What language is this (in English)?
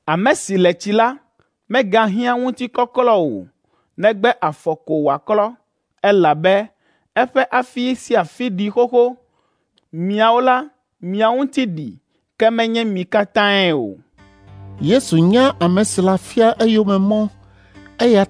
Ewe